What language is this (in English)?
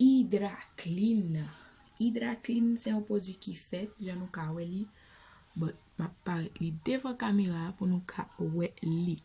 Haitian Creole